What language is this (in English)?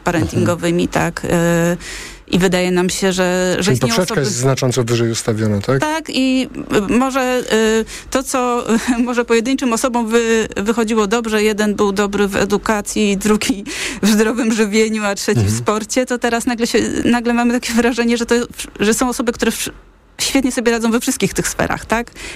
Polish